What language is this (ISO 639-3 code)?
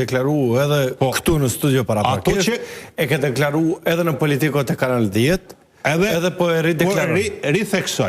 sqi